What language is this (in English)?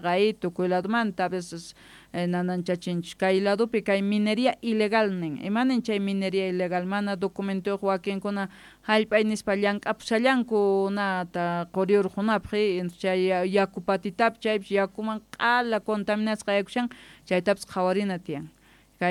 South Bolivian Quechua